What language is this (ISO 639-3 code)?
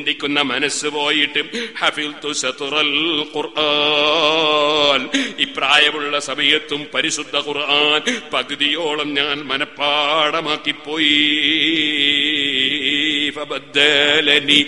mal